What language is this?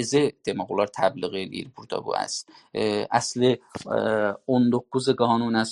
South Azerbaijani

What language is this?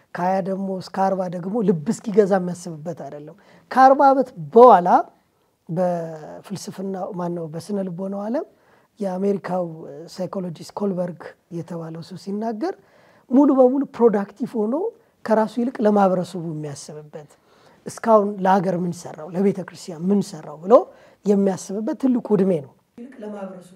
Amharic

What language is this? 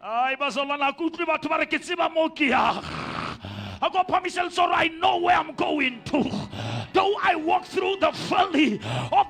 Southern Sotho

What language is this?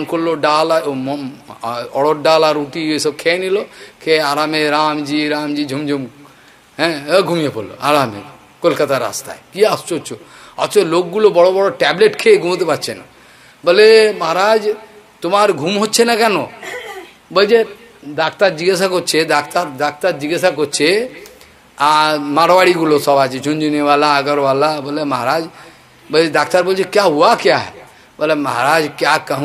Bangla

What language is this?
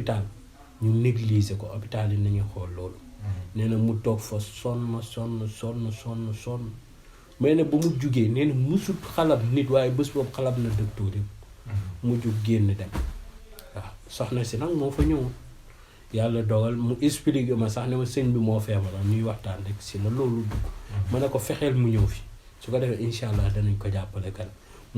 Wolof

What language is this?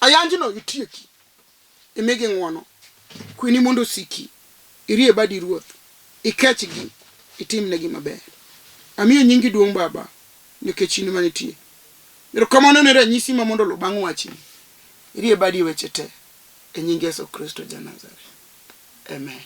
Luo (Kenya and Tanzania)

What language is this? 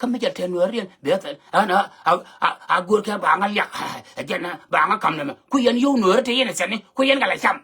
Nuer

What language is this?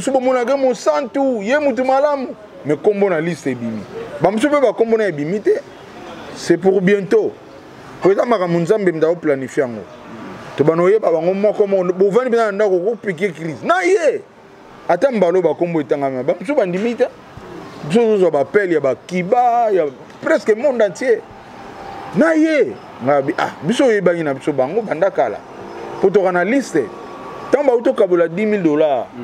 Lingala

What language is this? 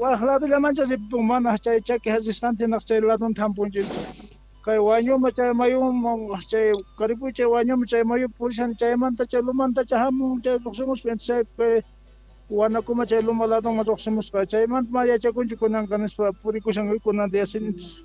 South Bolivian Quechua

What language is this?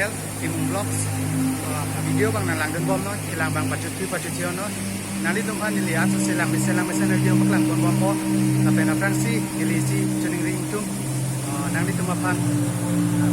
Karbi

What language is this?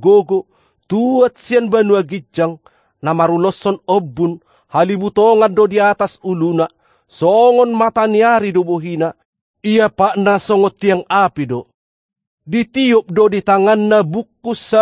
Batak Toba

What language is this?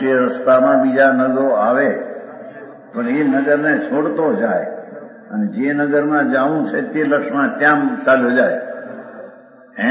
Gujarati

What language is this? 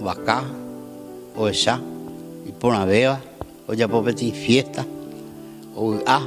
Guarani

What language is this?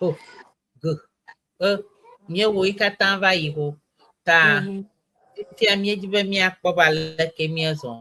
Ewe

